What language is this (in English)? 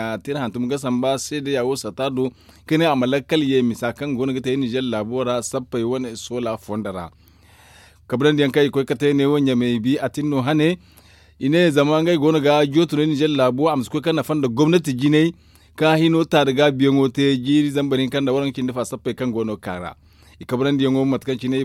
Zarma